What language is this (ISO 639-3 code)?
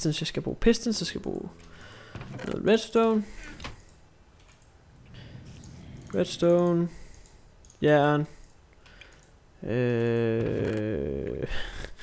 dan